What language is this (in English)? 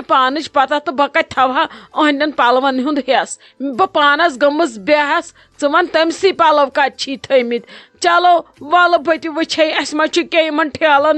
Kashmiri